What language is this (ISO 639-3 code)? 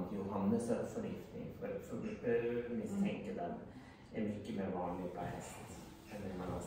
swe